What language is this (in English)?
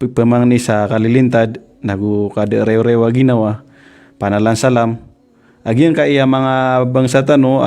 Maranao